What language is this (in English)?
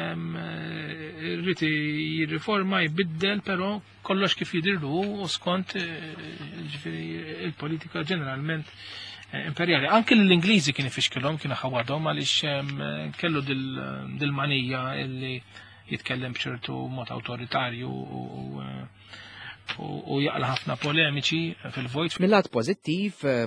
Maltese